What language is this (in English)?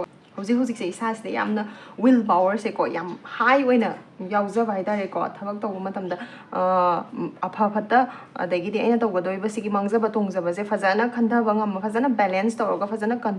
Manipuri